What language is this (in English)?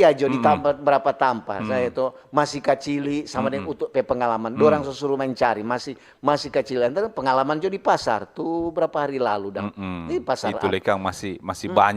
Manado Malay